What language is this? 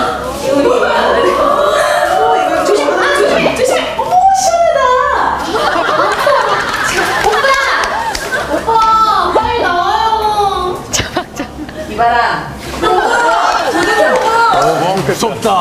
Korean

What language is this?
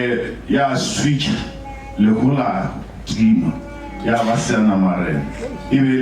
Northern Sotho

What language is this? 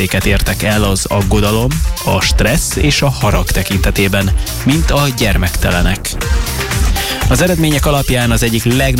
Hungarian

